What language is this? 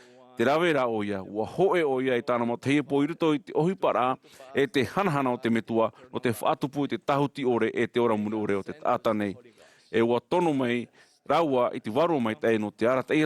Tahitian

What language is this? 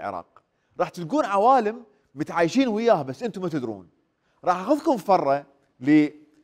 Mesopotamian Arabic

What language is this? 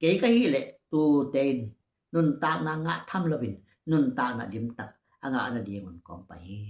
Tedim Chin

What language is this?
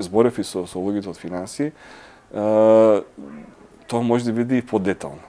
Macedonian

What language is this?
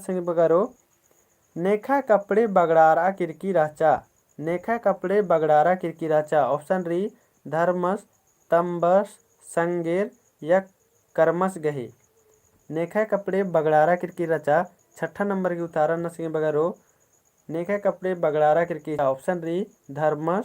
Kurukh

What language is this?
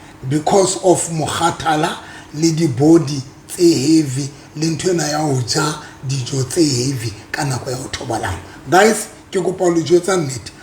Southern Sotho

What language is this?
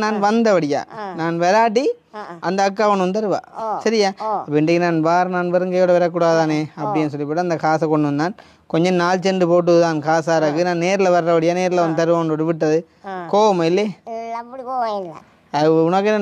Tamil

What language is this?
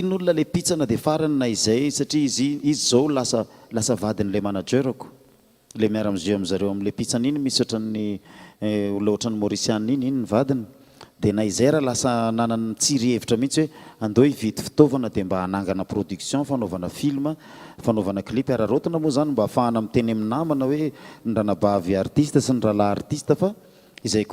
Malagasy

